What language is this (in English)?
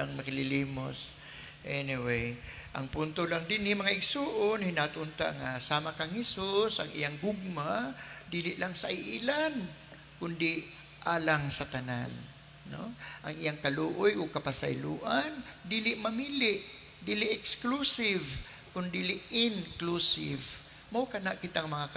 Cebuano